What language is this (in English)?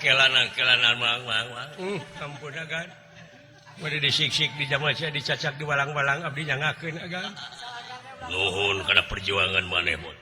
Sundanese